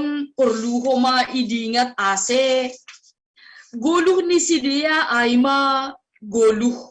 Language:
Batak Simalungun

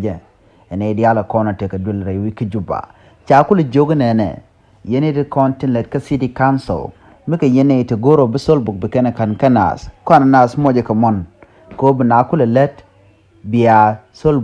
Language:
Nuer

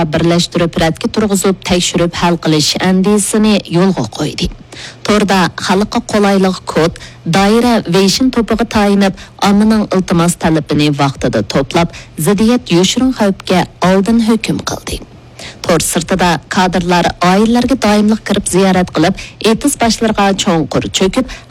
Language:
Uyghur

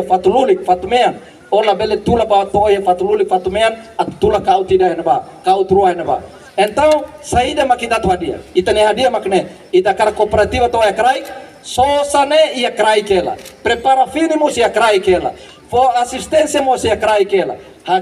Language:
Tetum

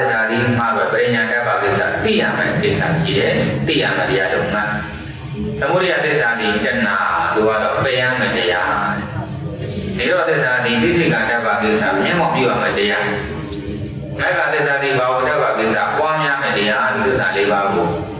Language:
Burmese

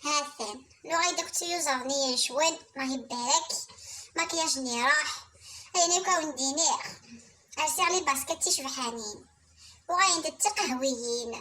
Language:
Kabyle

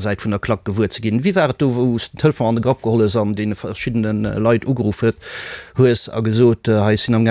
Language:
Luxembourgish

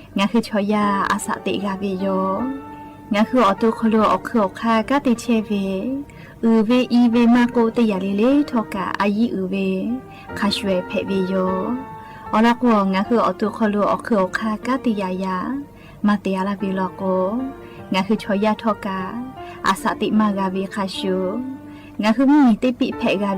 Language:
Lahu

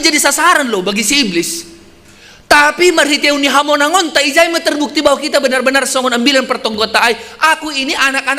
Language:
Batak Simalungun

